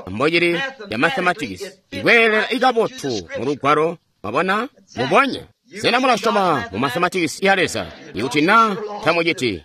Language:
Tonga (Zambia)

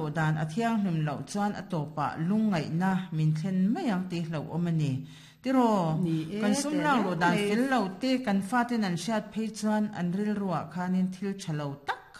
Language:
Mizo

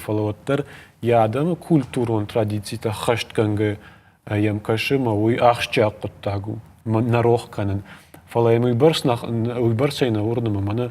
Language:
Ossetic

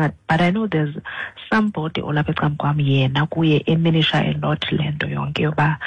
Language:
Xhosa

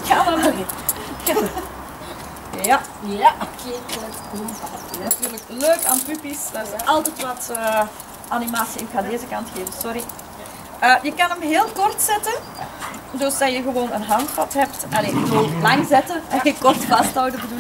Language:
Dutch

